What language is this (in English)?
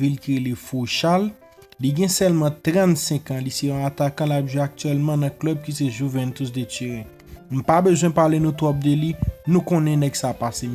Haitian Creole